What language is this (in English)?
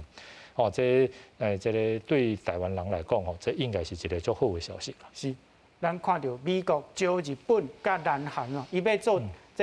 Min Nan Chinese